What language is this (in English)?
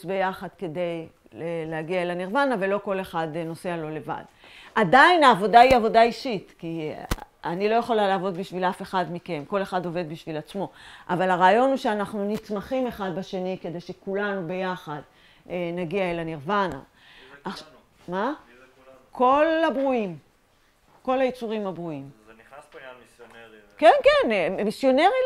Hebrew